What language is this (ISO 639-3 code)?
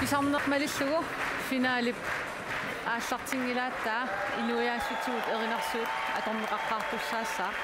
kal